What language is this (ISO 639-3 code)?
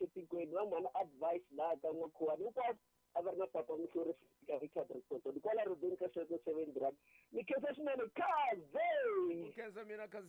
tso